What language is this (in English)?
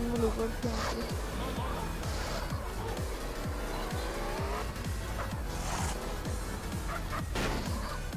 Spanish